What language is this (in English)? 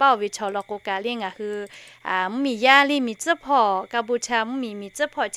Lahu